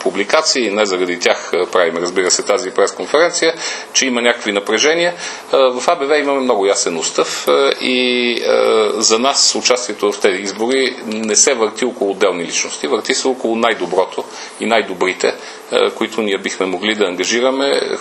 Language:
Bulgarian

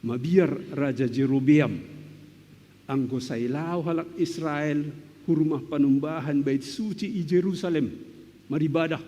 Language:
Batak Simalungun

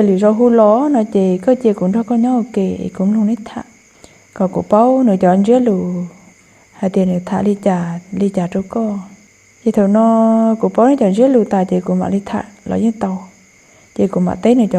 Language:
Hmong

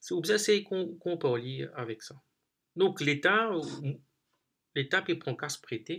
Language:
Morisyen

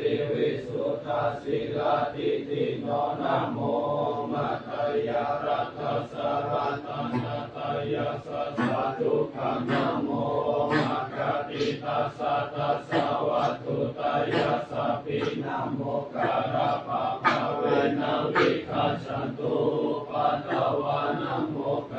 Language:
Pali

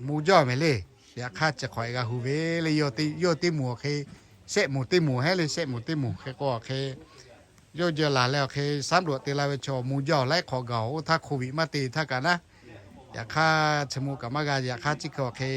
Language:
Lahu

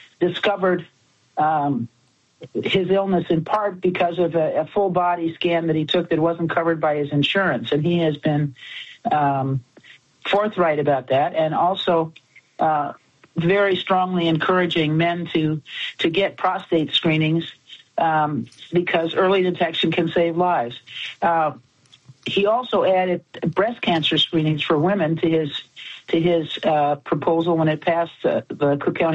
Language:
English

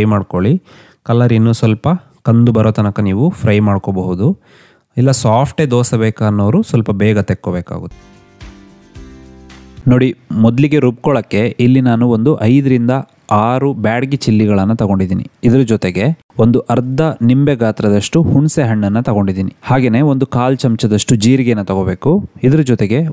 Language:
Kannada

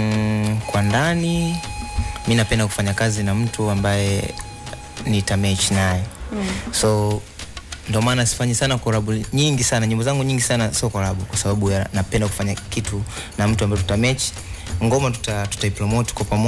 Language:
Swahili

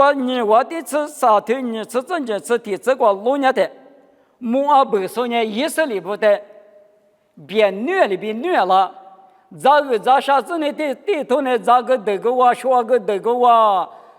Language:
Lisu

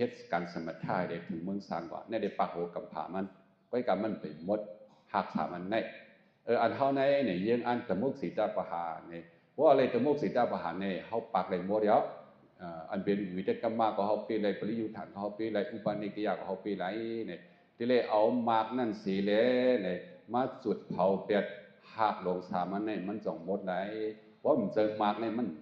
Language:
Shan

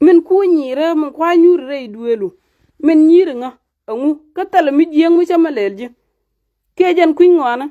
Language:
Nuer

